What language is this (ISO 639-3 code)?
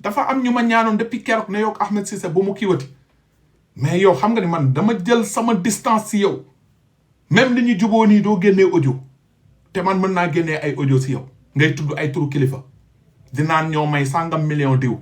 wol